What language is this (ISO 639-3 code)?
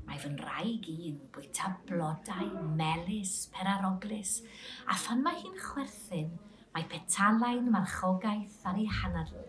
cym